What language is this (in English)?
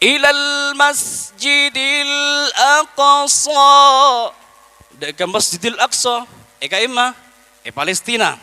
Madurese